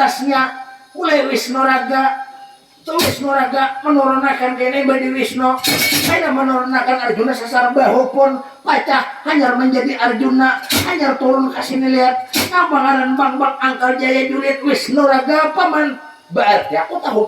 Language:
Banjar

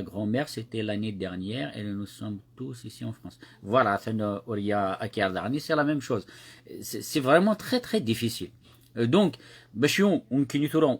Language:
Kabyle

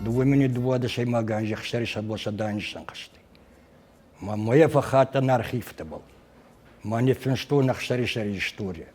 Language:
Ossetic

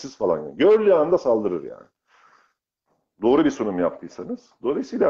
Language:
Turkish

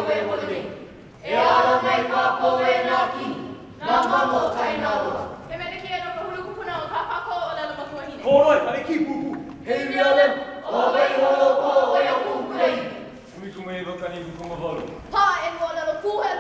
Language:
Hawaiian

